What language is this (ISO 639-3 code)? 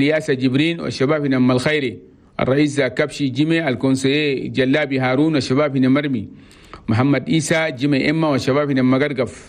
shu